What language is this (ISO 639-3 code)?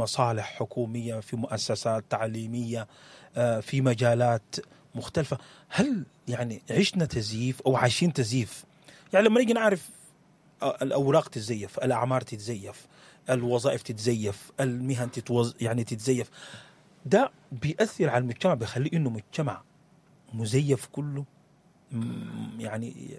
apd